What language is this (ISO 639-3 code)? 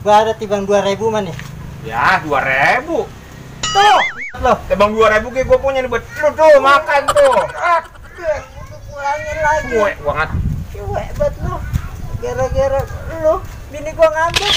bew